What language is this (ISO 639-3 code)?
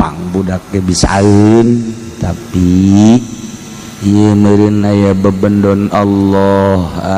sun